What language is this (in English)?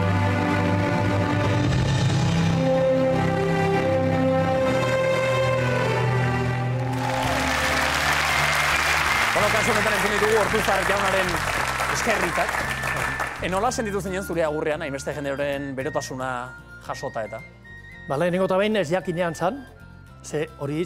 Basque